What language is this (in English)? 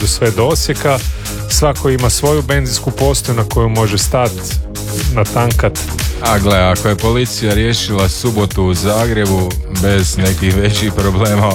Croatian